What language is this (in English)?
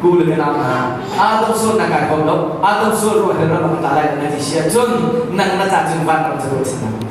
Hakha Chin